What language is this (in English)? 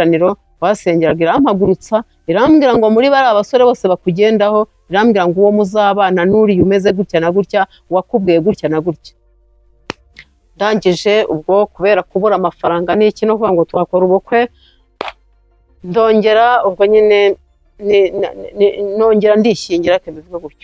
Kinyarwanda